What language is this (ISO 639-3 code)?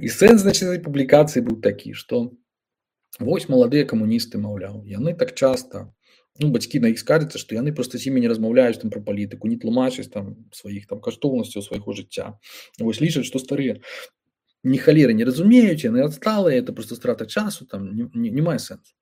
bel